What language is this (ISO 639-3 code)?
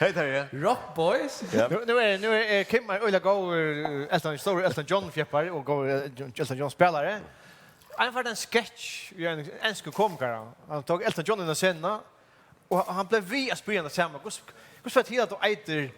fao